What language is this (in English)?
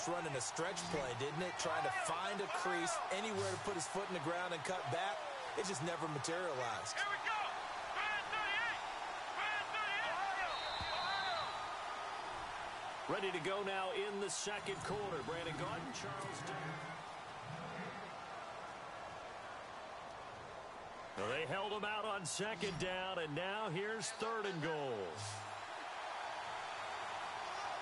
English